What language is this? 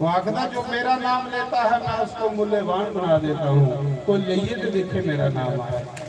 Dogri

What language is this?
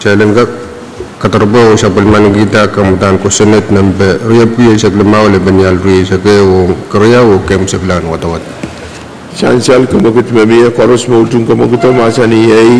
Pohnpeian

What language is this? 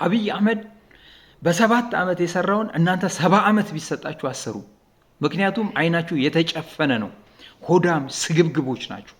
Amharic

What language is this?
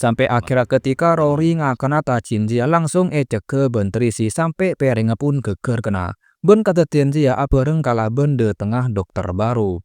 Madurese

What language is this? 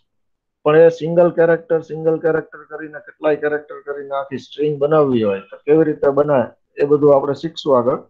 Gujarati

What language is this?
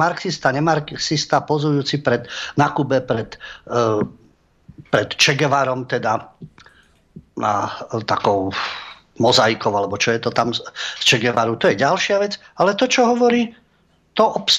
Slovak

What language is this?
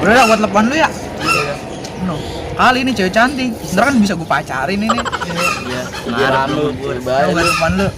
Betawi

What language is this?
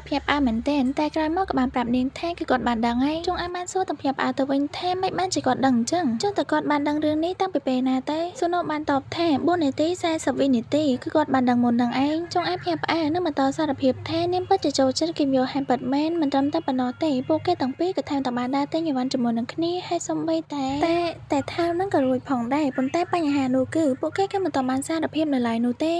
Khmer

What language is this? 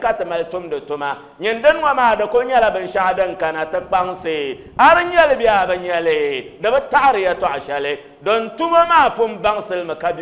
Dagbani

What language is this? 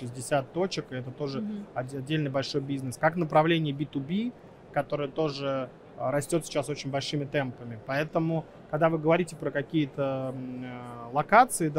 Russian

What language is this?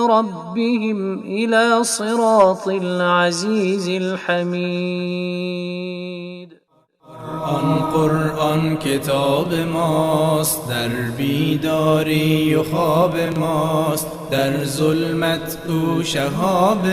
Persian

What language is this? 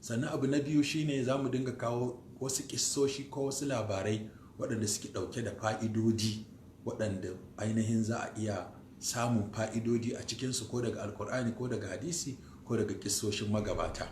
Hausa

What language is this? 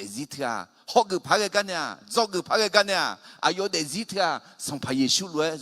Akha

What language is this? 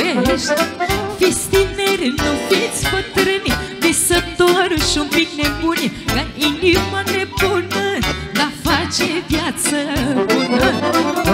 Romanian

